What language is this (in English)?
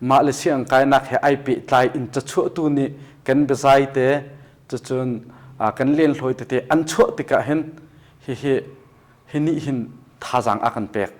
Hakha Chin